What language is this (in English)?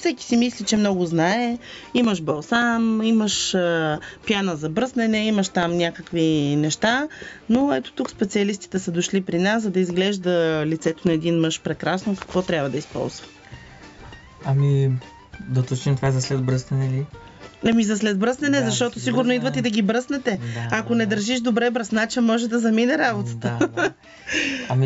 Bulgarian